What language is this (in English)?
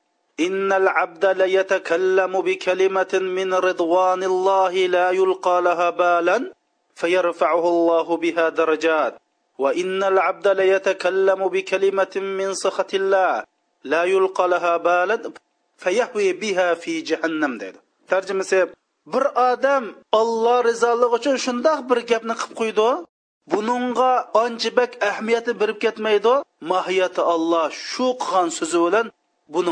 Uyghur